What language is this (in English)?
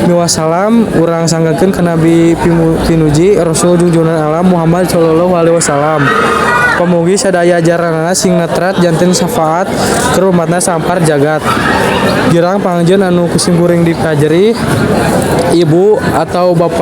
Sundanese